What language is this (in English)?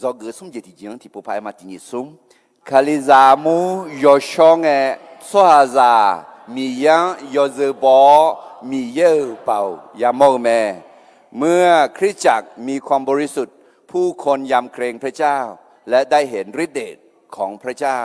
Akha